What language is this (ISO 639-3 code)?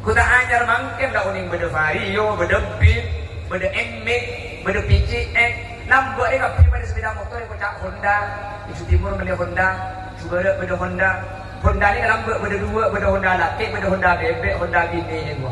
mad